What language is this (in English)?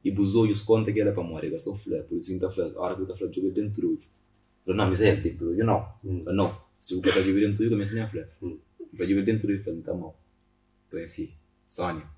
Kabuverdianu